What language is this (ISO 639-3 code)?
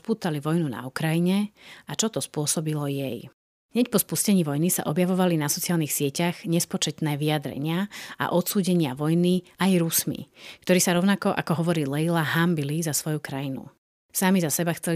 slk